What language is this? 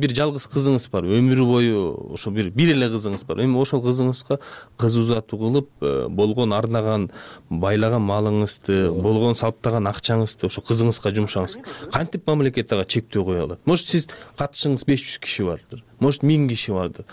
Kyrgyz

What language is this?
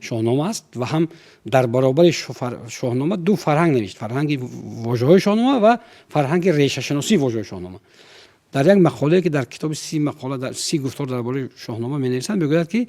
Tajik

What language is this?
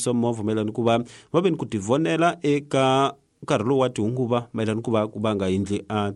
Tsonga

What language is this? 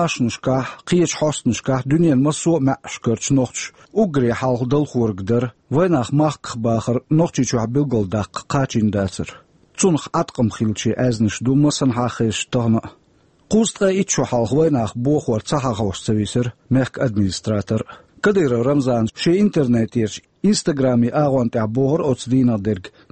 Chechen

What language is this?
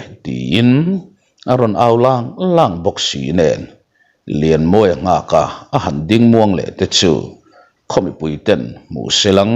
Mizo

